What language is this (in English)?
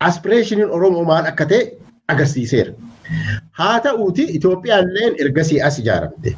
Oromo